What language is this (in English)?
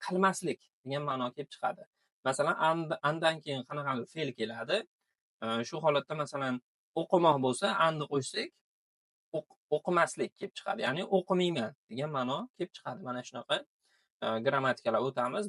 Uzbek